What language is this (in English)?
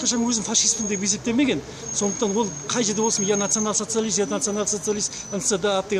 Kazakh